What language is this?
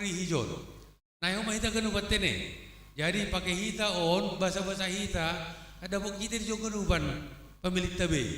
Batak Simalungun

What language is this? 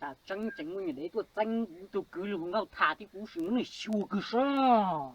Hmong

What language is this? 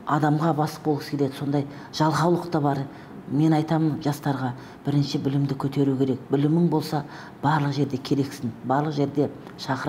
Kazakh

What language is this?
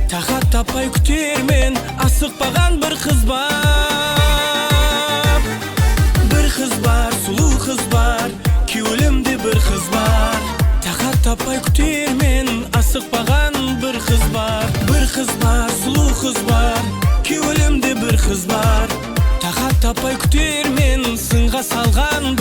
Kara-Kalpak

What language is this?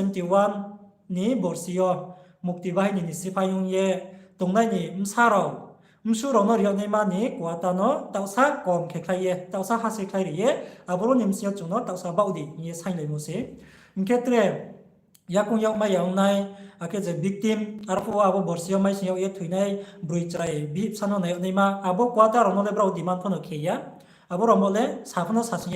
Riang (India)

